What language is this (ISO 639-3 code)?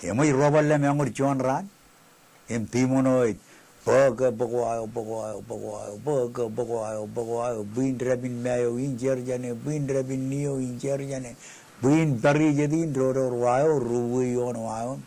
mah